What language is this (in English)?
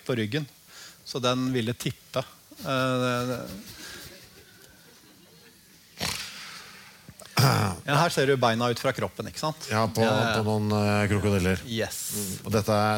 Norwegian